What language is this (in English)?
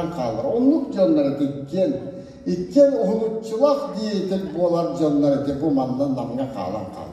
Yakut